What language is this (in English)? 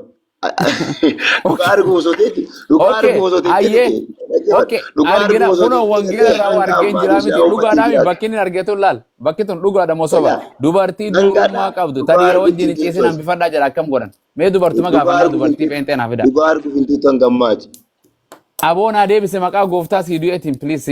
Oromo